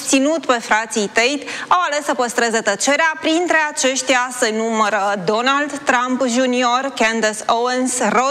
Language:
Romanian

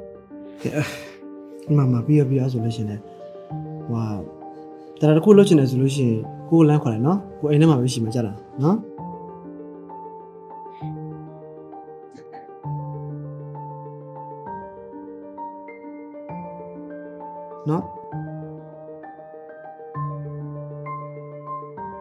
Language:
Burmese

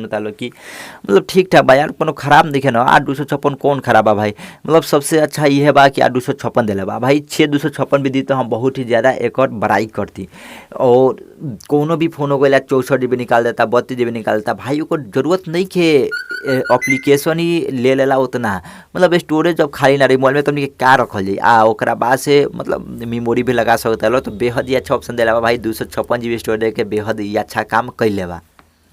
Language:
Bhojpuri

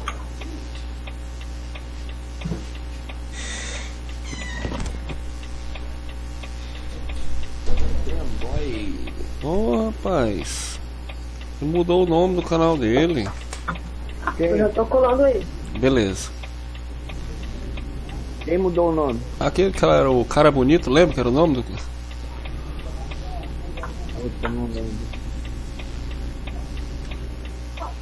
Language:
Portuguese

